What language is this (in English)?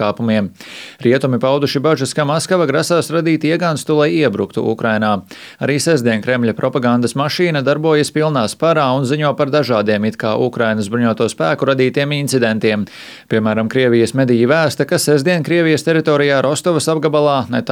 Latvian